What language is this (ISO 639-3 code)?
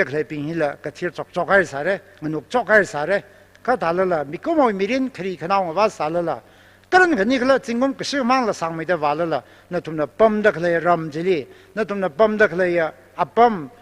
nmf